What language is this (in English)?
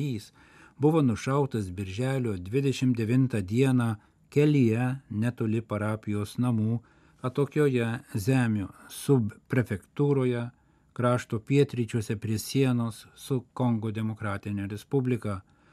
Lithuanian